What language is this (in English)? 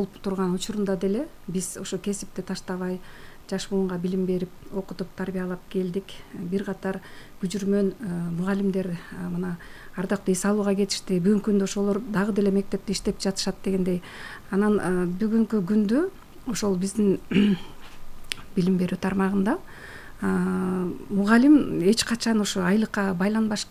Kyrgyz